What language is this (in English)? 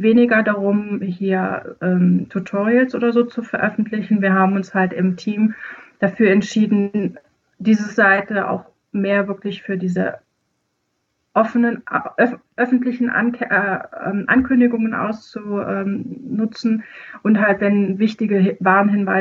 German